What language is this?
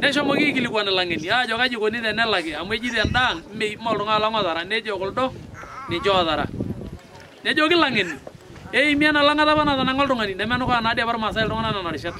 Masai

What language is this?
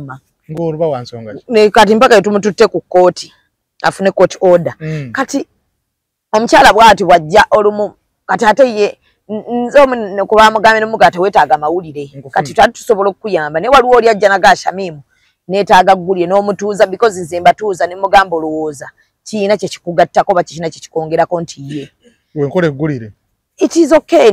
Ganda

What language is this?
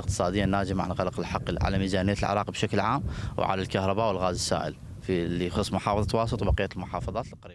Mesopotamian Arabic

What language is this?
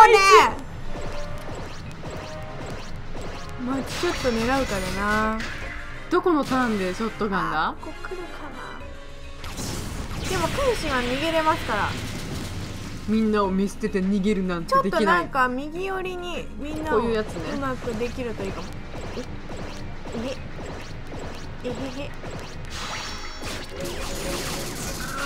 Japanese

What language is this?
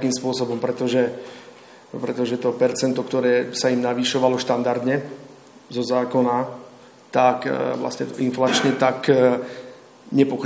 Slovak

